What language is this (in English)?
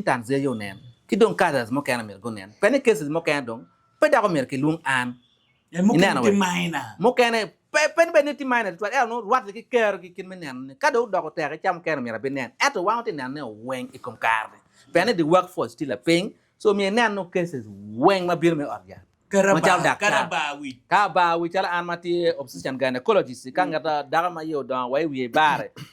Acoli